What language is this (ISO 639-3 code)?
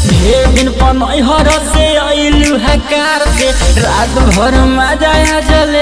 bho